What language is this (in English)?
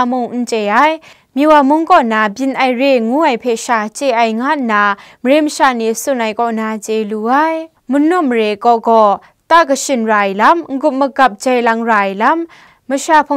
Kachin